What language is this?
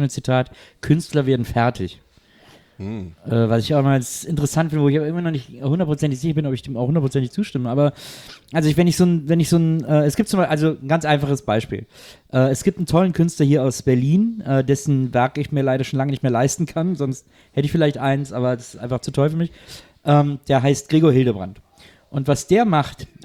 German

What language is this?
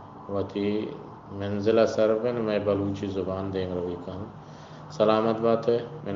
Eastern Balochi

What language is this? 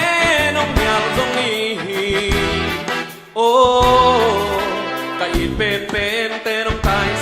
Tedim Chin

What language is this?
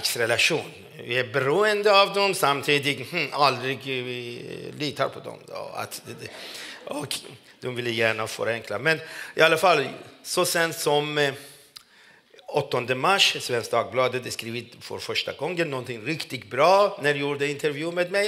Swedish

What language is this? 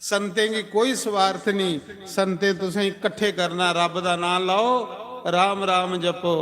Dogri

